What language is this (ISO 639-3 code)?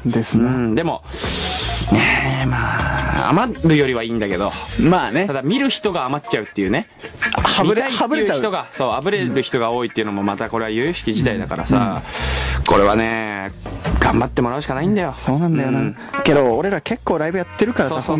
jpn